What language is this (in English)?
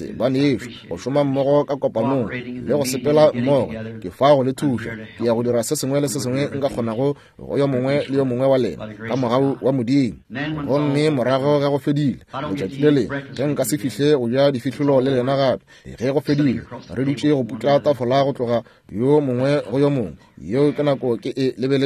Northern Sotho